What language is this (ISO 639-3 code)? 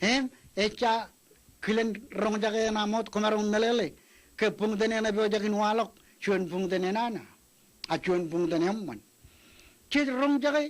mah